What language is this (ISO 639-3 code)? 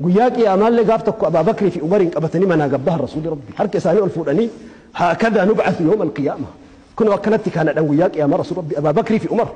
orm